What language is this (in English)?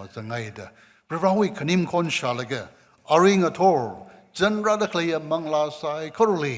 Tangkhul Naga (India)